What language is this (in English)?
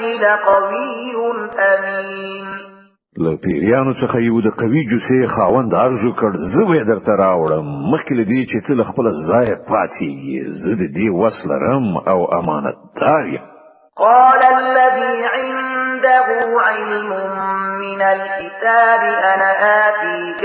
Pashto